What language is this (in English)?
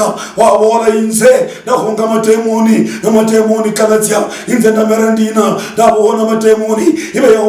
Luyia